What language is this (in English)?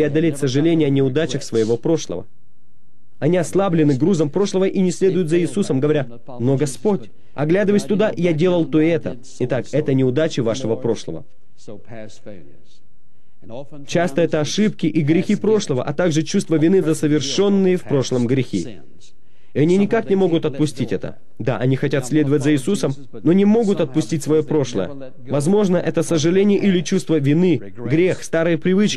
Russian